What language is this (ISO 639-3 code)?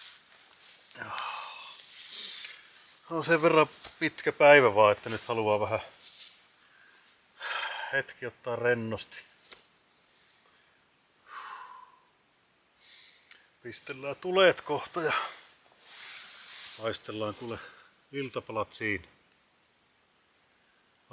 fin